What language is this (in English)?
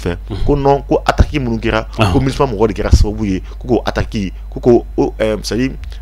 Bambara